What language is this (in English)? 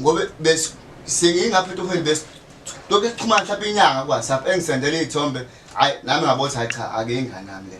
Zulu